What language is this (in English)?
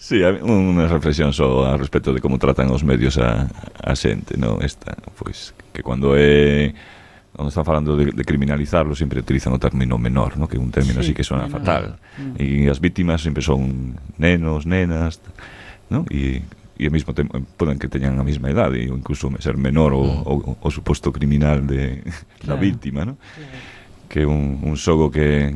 Galician